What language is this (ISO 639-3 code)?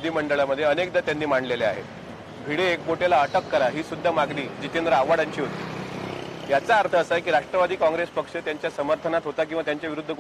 mar